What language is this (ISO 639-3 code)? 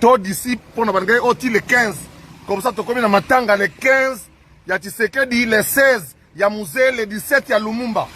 lin